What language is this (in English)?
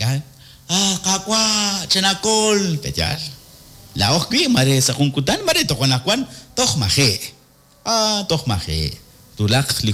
Kekchí